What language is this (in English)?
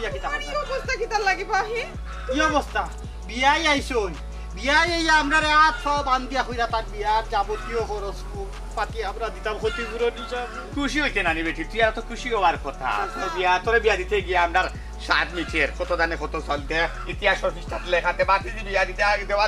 Sylheti